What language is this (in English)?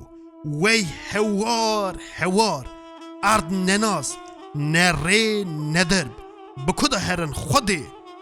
Kurdish